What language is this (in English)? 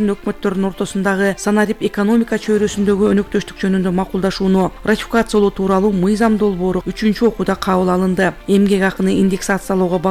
Kyrgyz